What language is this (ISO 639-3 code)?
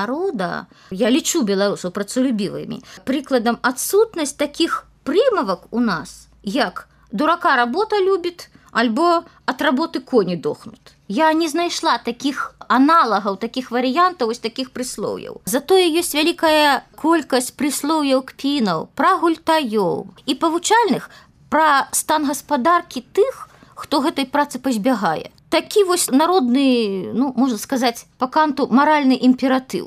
bel